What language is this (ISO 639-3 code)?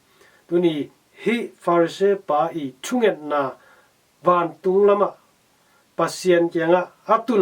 ctd